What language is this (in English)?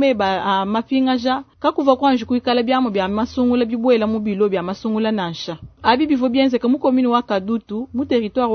Luba-Lulua